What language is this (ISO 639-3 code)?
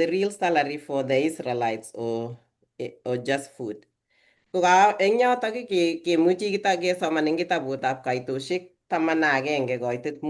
kln